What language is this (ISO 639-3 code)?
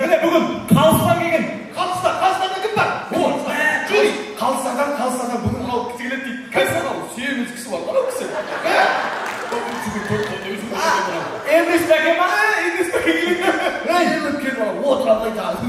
kaa